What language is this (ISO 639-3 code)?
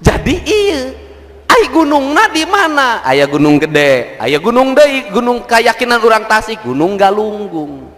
sun